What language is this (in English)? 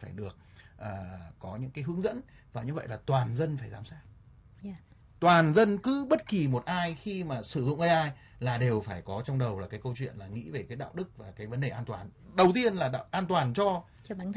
Vietnamese